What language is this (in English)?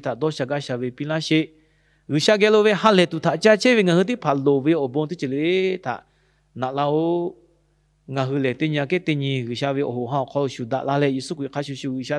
Lahu